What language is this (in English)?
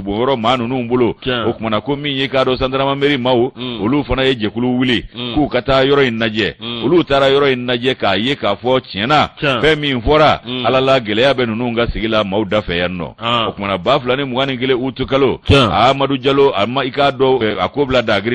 Bambara